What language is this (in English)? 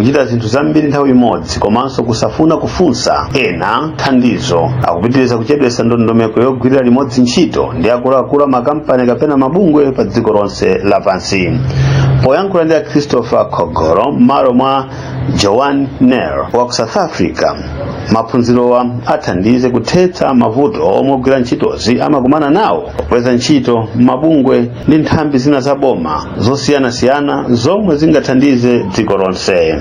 Nyanja